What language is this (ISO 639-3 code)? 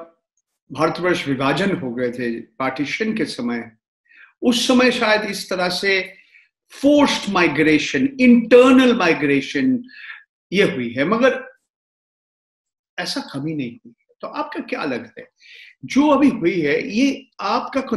hin